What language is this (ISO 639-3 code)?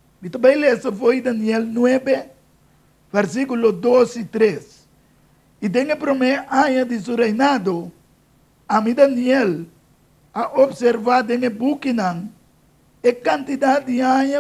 pap